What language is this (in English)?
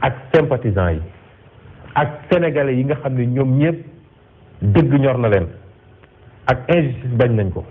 Wolof